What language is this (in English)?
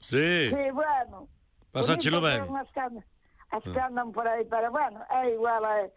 Galician